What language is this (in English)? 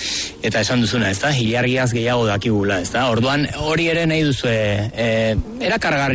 Basque